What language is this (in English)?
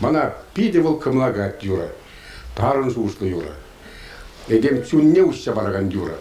Chuvash